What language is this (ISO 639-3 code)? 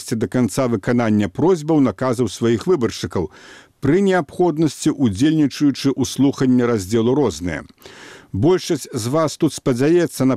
bel